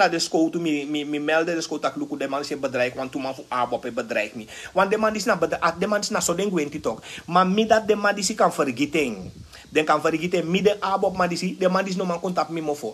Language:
Sranan Tongo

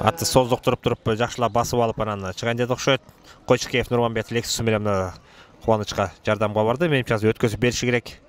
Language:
Kyrgyz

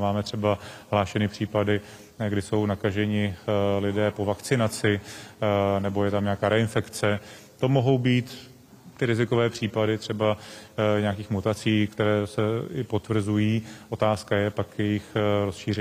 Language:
Czech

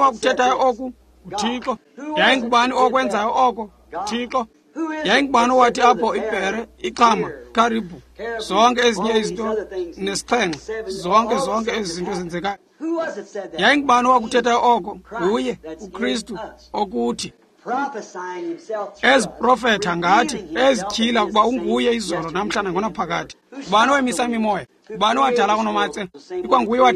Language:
Xhosa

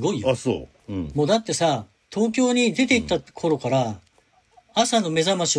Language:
Japanese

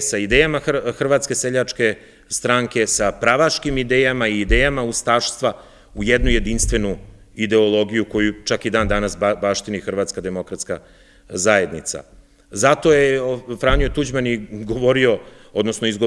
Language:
Serbian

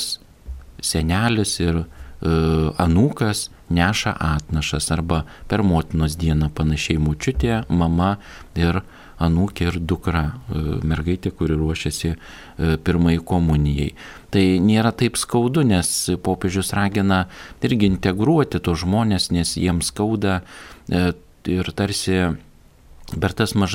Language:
Lithuanian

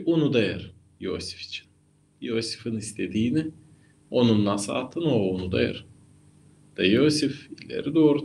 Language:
Gagauz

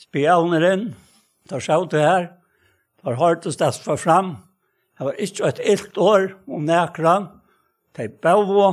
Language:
Faroese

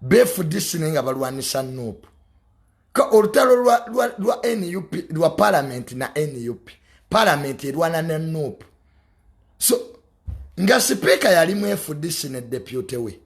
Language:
Ganda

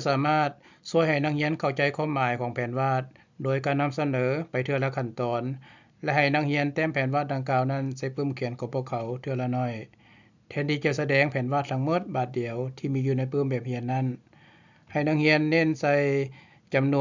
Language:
Lao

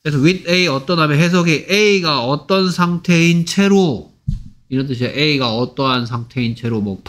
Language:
Korean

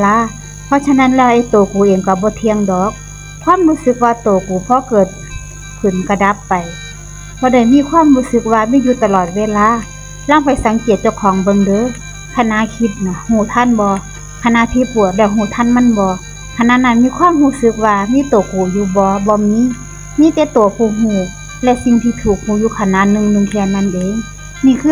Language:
Northeastern Thai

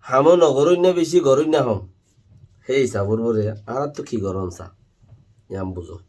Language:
Rohingya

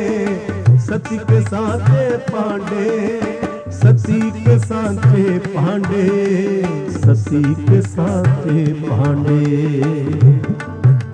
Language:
Punjabi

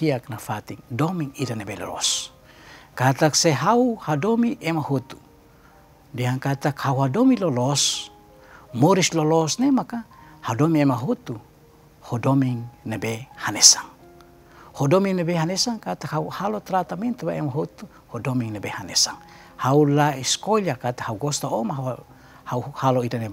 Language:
Tetum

